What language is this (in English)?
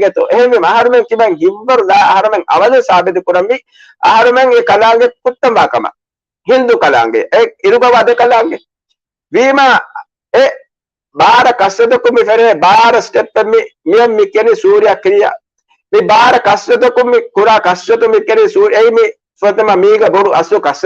Divehi